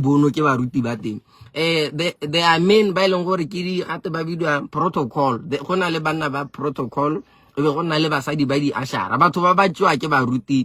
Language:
Southern Sotho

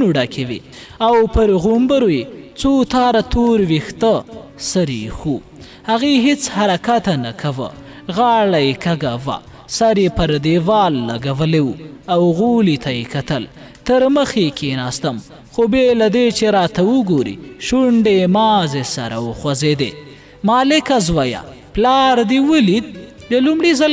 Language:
Pashto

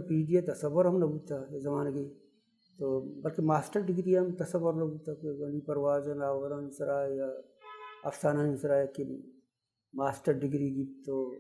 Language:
Baluchi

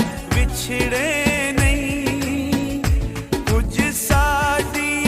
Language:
Pahari-Potwari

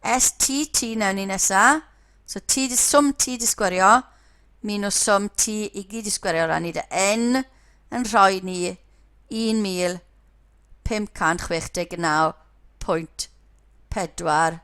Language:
Welsh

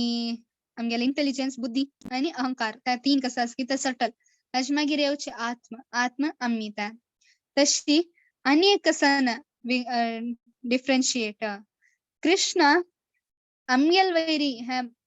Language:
Konkani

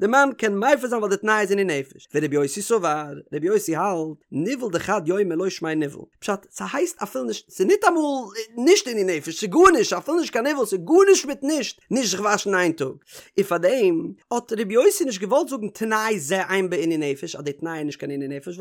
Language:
Yiddish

